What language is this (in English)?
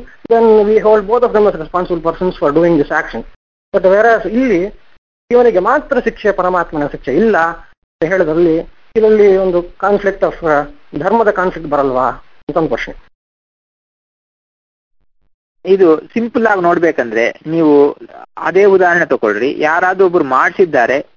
Kannada